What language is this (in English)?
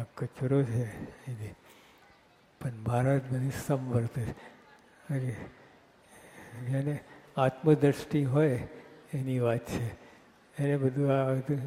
Gujarati